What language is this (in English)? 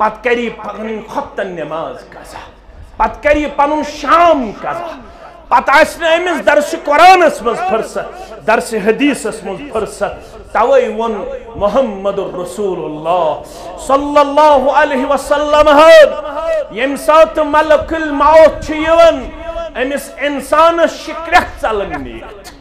Kashmiri